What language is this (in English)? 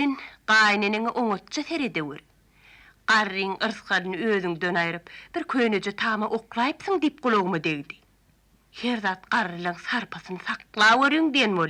Turkmen